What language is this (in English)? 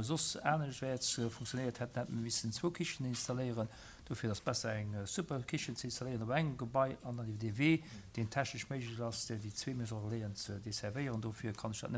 Luxembourgish